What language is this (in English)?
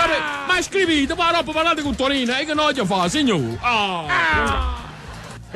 Neapolitan